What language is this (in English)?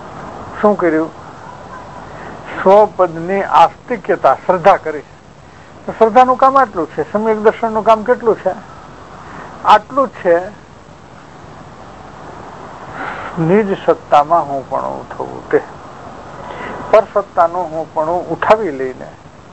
Gujarati